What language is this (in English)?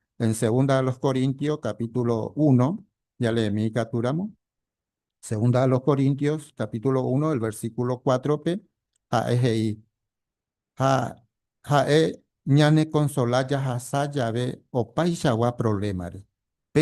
Guarani